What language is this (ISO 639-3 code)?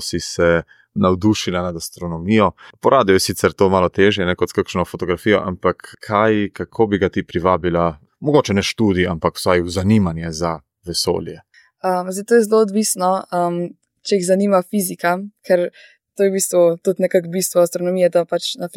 slv